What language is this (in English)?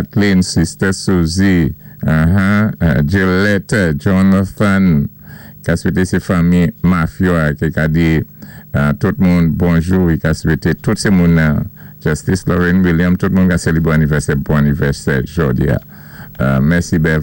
Saint Lucian Creole French